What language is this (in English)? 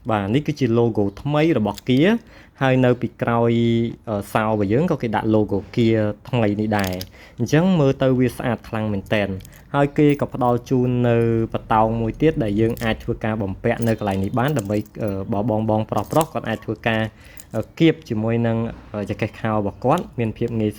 Khmer